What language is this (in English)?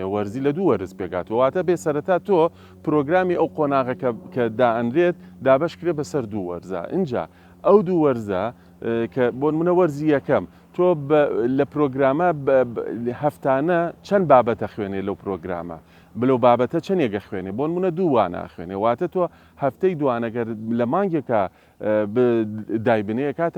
Central Kurdish